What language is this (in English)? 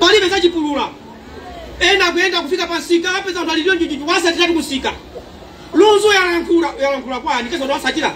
Nyanja